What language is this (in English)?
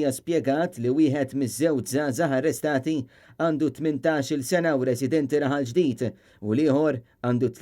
Maltese